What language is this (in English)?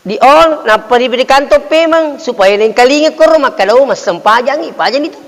Buginese